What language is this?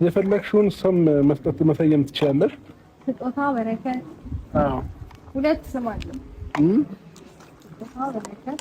Amharic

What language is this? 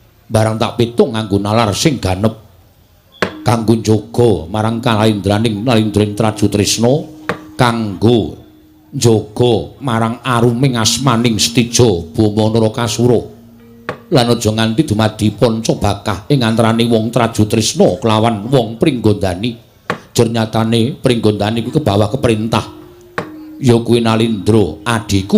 Javanese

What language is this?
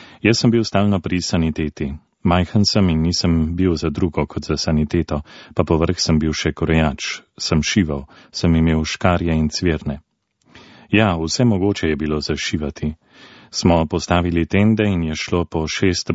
Slovenian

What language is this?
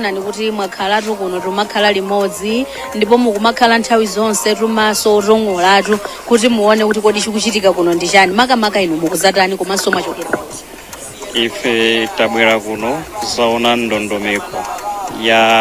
Nyanja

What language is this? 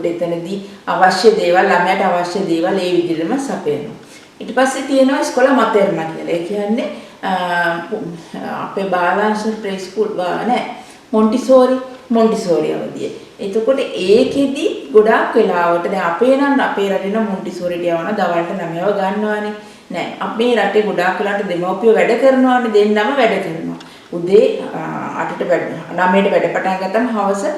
Sinhala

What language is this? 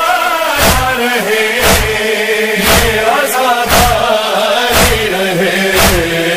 Urdu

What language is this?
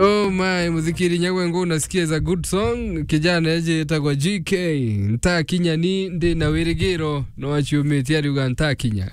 Meru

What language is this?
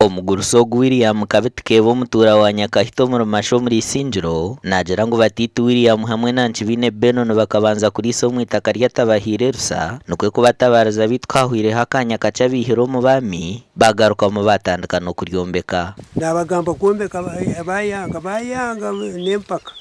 Nyankole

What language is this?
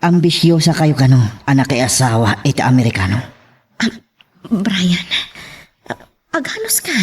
Iloko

